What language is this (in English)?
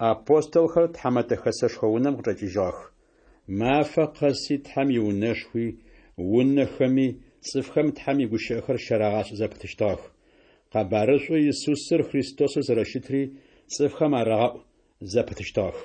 Adyghe